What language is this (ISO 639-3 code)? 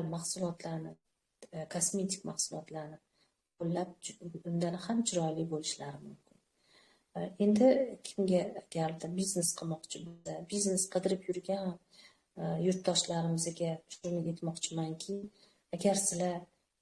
uzb